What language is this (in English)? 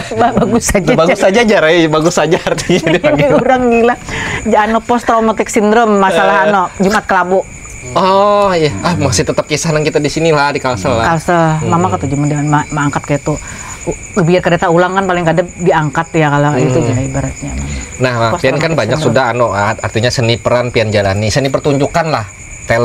Banjar